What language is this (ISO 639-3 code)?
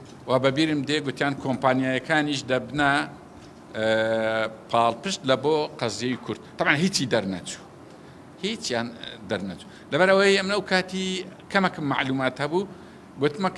ckb